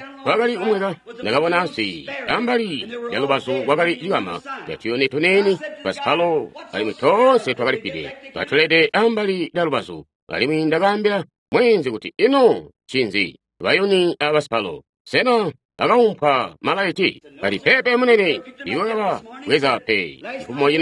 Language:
Tonga (Zambia)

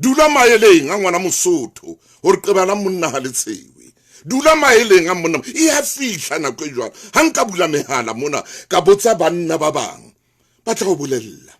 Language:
Southern Sotho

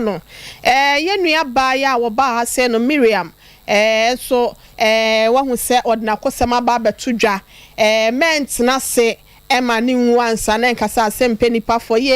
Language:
Akan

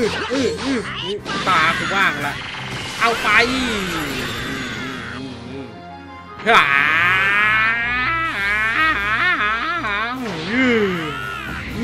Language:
Thai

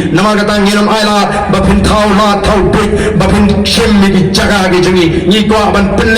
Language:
Khasi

